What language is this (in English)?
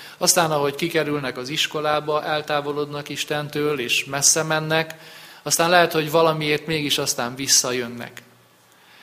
Hungarian